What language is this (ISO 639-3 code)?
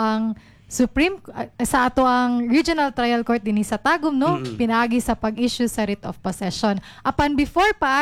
ceb